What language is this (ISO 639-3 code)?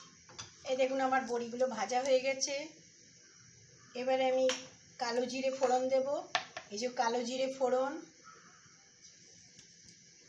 ben